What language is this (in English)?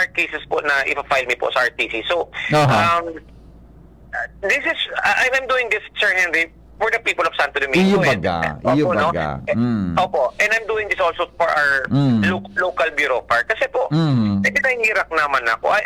Bikol